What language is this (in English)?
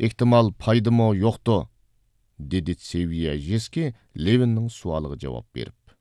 Uyghur